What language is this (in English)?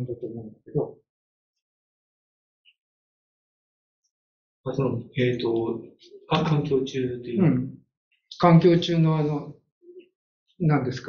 Japanese